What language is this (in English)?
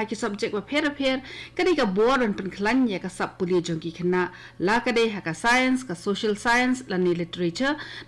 Khasi